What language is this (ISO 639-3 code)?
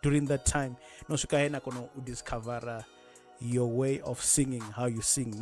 ven